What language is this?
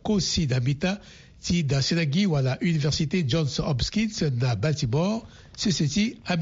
Sango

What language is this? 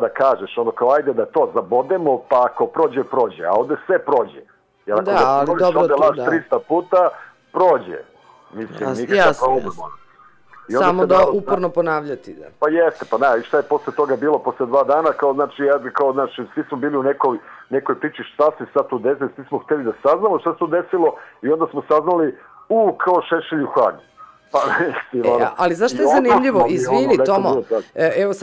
Serbian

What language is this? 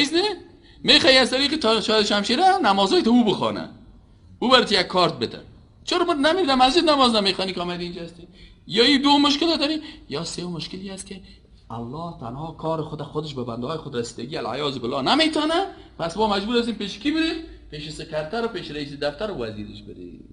Persian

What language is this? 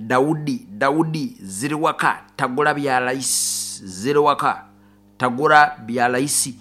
Nyankole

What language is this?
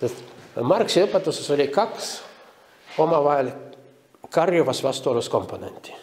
Estonian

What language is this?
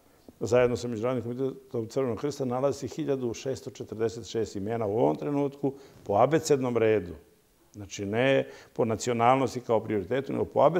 Croatian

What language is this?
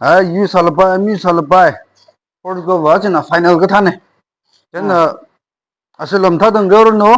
Tangkhul Naga (India)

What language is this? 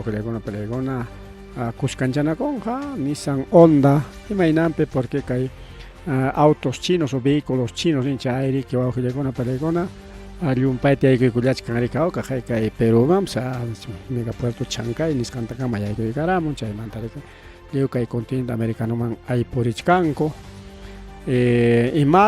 Ayacucho Quechua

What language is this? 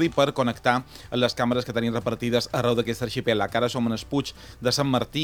Catalan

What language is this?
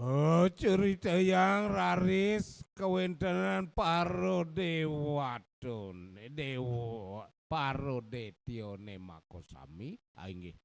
Balinese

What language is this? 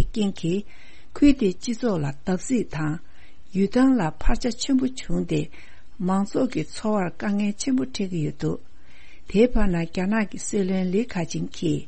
Tibetan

